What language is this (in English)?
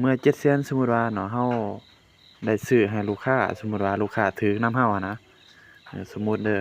Lao